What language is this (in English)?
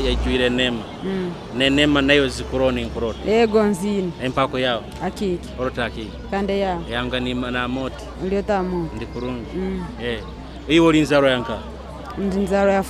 Nyoro